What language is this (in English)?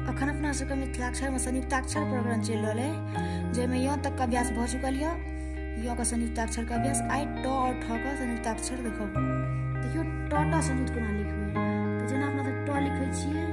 Maithili